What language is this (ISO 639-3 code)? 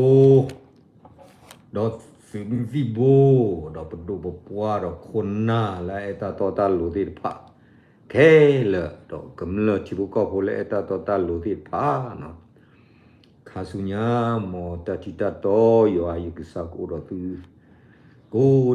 ksw